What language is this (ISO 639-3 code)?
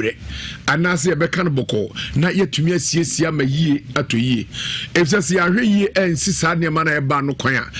aka